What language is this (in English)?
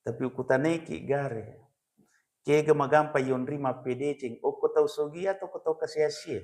Buginese